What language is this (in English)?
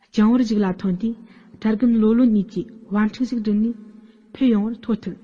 Tibetan